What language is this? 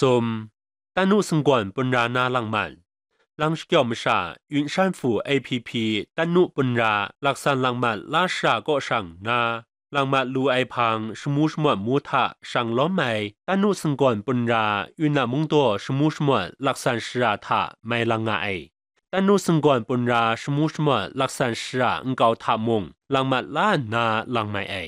Kachin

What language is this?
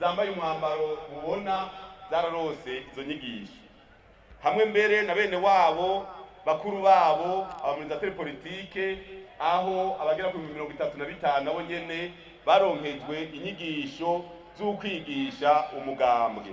Rundi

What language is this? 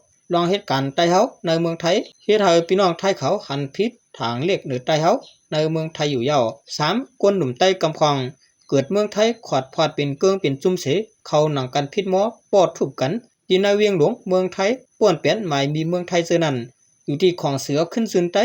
Shan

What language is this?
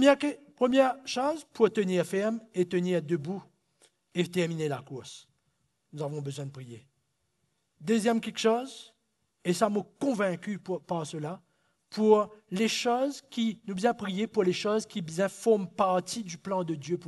Morisyen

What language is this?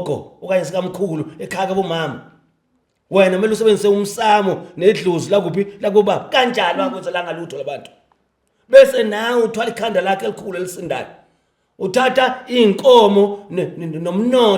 Zulu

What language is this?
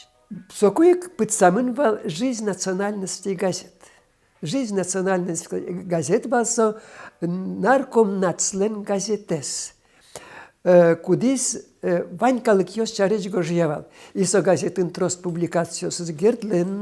Udmurt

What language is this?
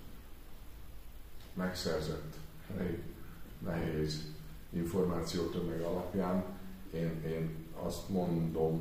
Hungarian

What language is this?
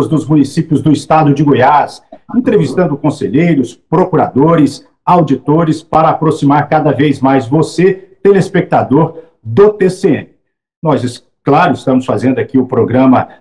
Portuguese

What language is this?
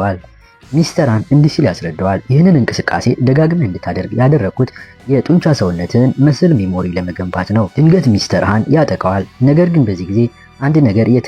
Amharic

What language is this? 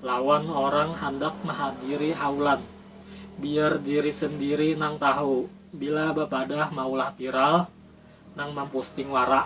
Banjar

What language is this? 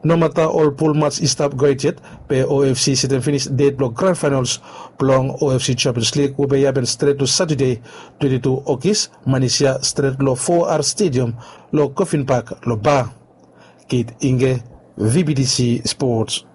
Bislama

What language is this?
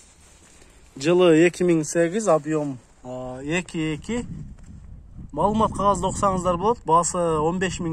Kyrgyz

